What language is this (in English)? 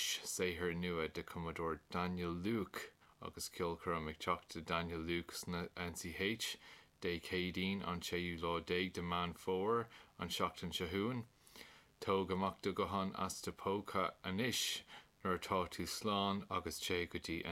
Irish